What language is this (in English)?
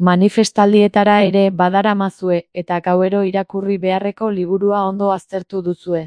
Basque